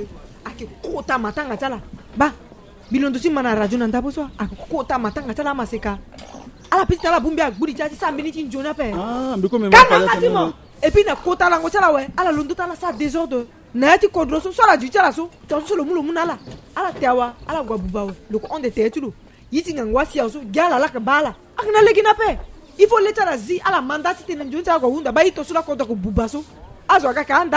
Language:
Sango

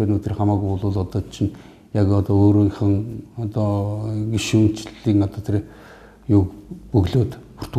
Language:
Mongolian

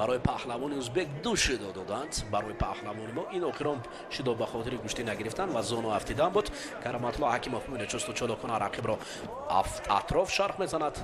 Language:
Tajik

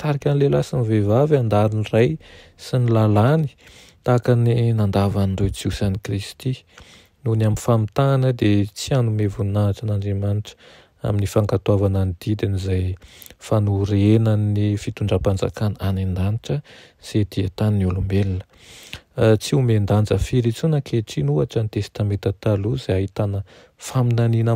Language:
Malagasy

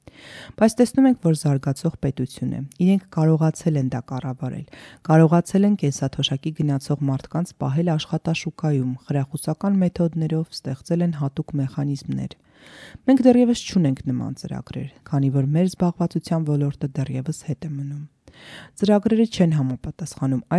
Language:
Armenian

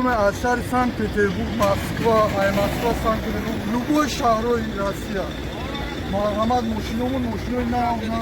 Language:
Tajik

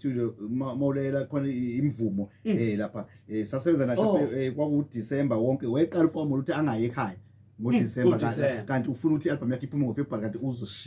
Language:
Zulu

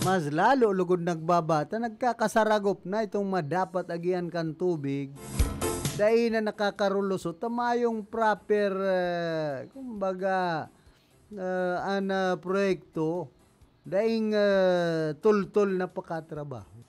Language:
Bikol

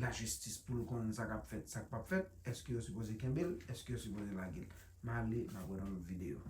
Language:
Haitian Creole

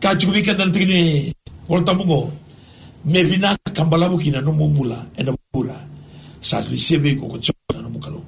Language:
Fijian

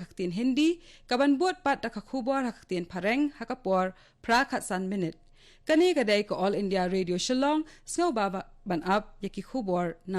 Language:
Khasi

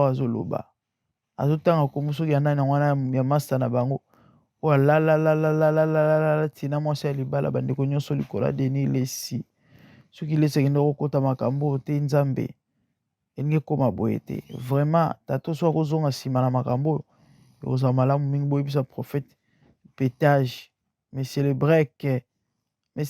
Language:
Lingala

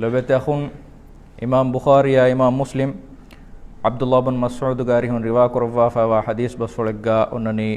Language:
Divehi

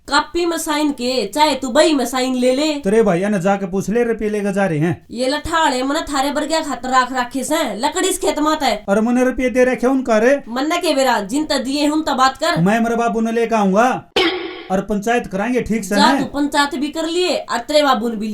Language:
Haryanvi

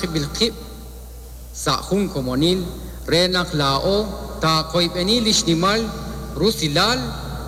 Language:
Kekchí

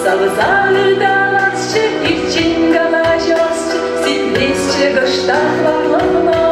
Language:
Chuvash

